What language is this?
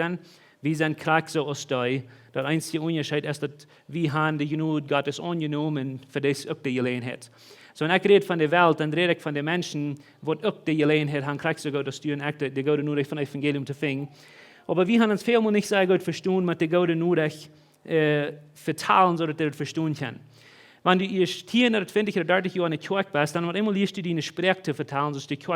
Plautdietsch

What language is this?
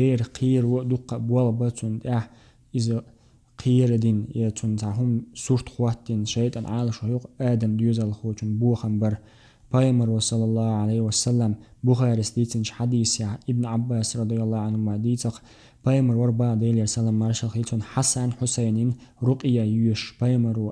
Chechen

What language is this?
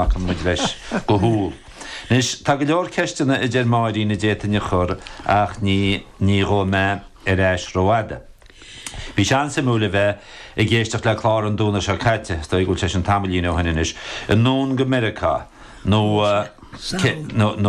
Irish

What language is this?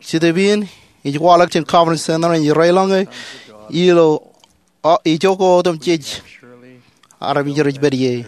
Marshallese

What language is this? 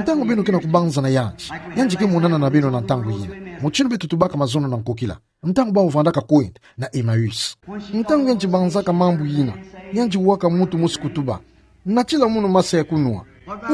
Kituba (Democratic Republic of Congo)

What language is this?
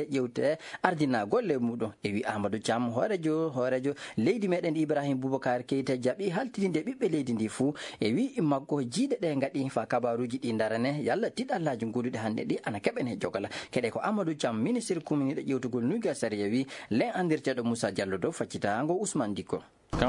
Fula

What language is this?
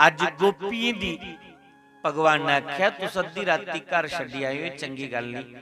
Dogri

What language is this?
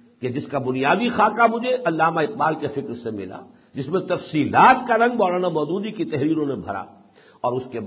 Urdu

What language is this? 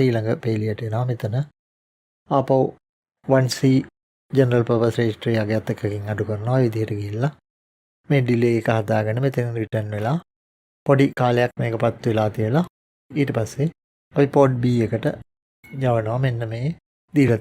Sinhala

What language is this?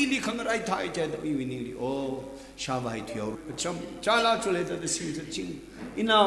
Tangkhul Naga (India)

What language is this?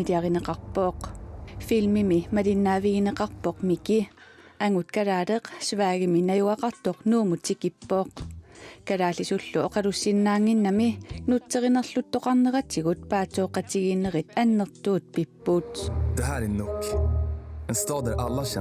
Kalaallisut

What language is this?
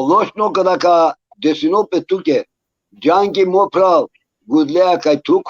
Balkan Romani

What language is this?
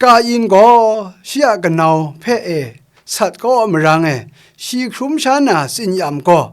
Kachin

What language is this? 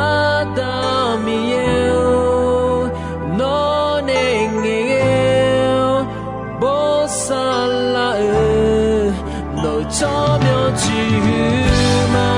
Akha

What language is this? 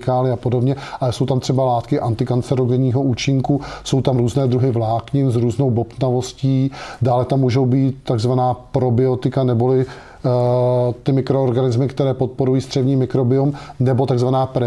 Czech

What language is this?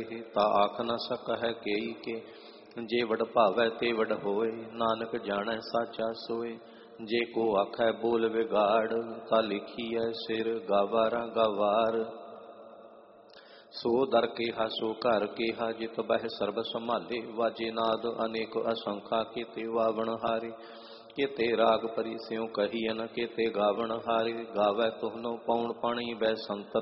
Punjabi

